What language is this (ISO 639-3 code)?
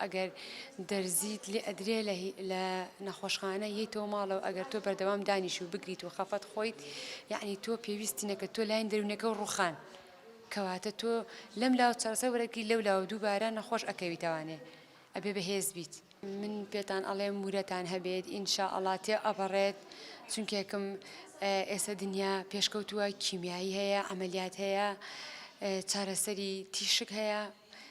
ckb